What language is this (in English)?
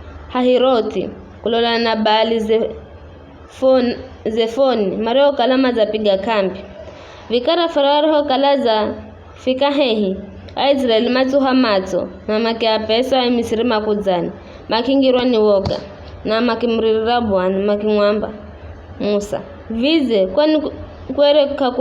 Giryama